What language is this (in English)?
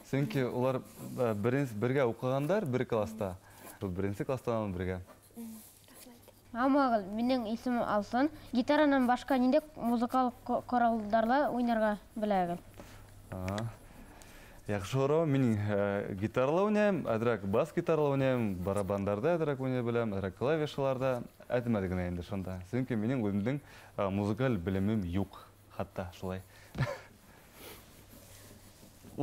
Bashkir